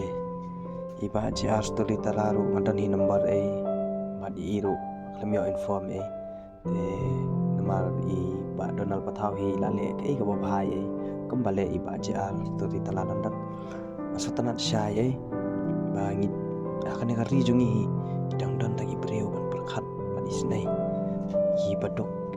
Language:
Khasi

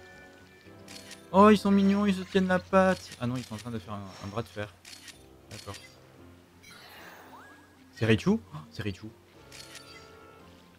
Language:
French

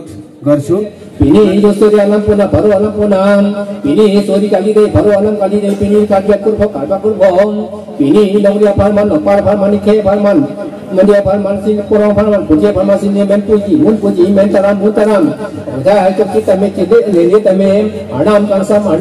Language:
Karbi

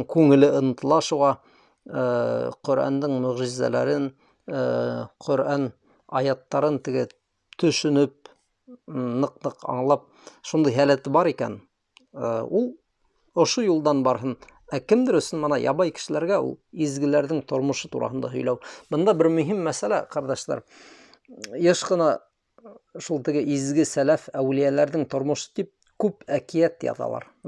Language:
Bashkir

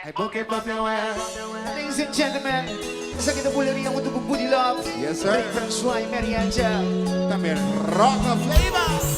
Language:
Papiamento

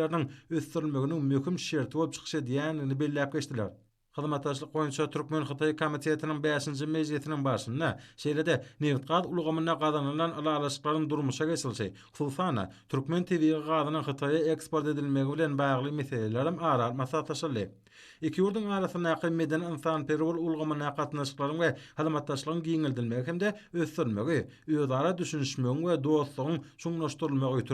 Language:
Turkmen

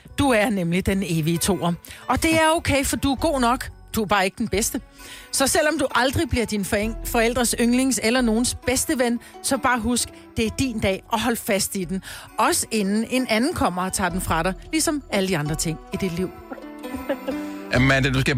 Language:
Danish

